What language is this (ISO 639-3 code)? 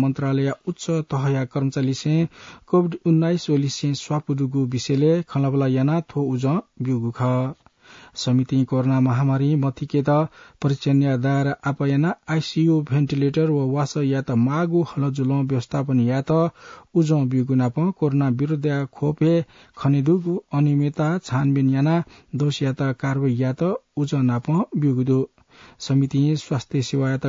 new